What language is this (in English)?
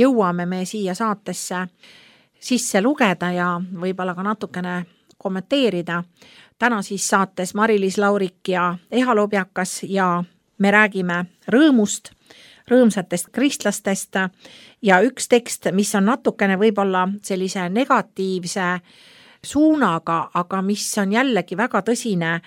Estonian